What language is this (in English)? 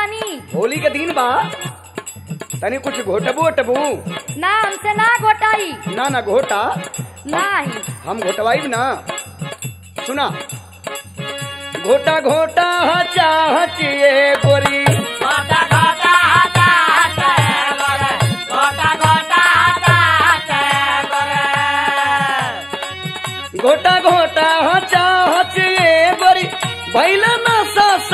Bhojpuri